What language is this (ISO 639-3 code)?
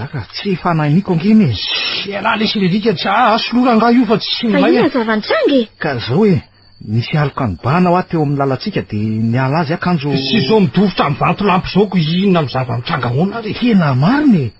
mlg